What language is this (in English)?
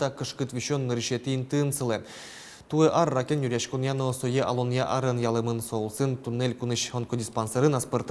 Udmurt